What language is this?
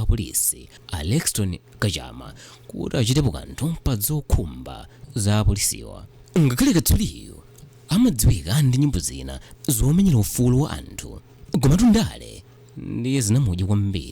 Nyanja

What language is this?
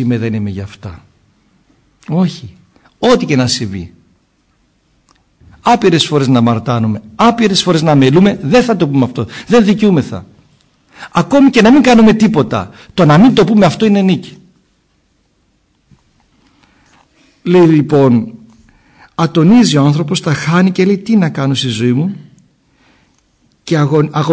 Greek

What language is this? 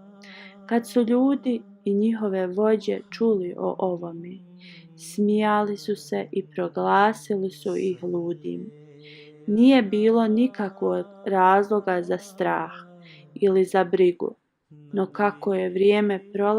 Bosnian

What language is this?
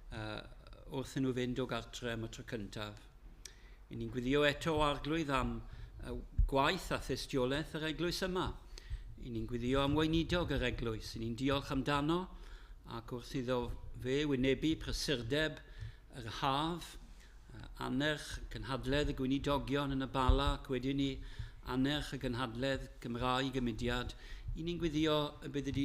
Welsh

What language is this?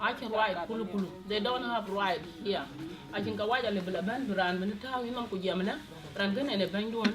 Dinka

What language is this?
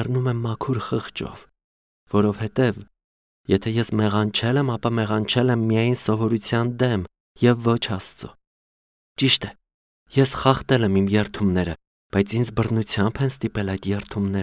Armenian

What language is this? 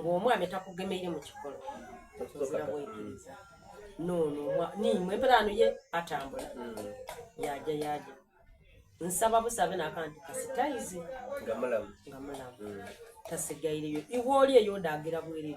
Soga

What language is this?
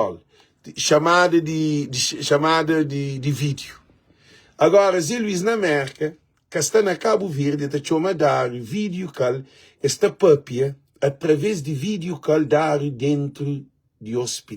Kabuverdianu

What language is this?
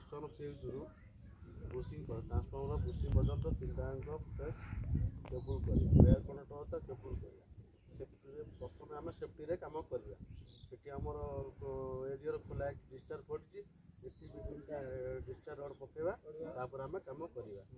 Odia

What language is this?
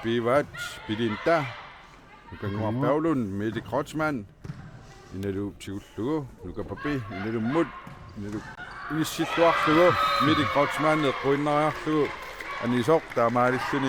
Kalaallisut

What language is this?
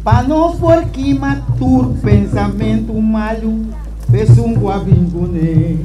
Papiamento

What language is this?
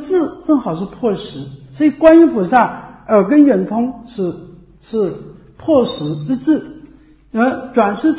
Chinese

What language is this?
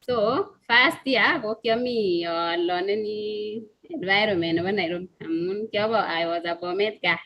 Kalenjin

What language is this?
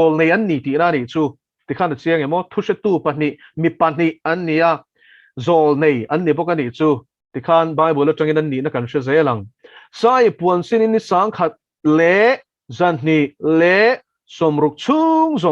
Mizo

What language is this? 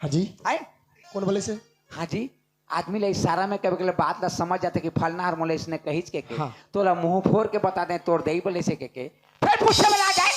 Chhattisgarhi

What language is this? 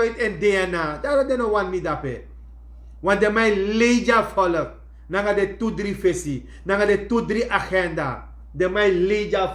Sranan Tongo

